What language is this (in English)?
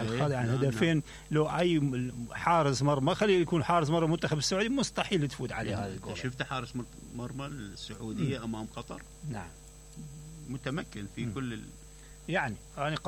Mesopotamian Arabic